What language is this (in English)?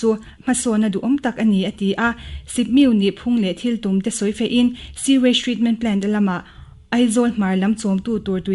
Mizo